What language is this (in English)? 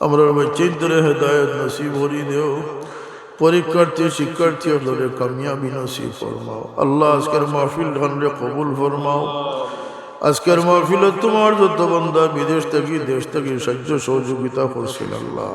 Sylheti